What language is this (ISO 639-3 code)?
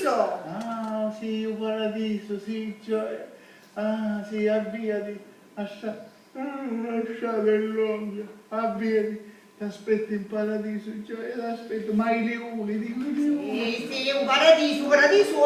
scn